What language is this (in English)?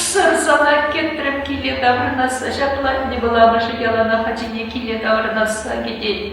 Chuvash